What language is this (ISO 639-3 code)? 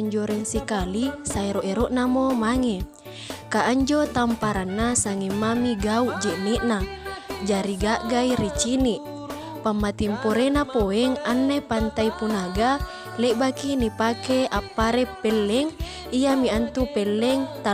mak